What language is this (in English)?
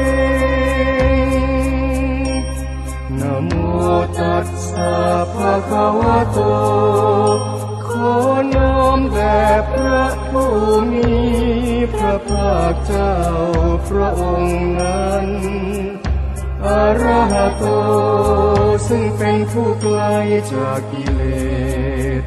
Thai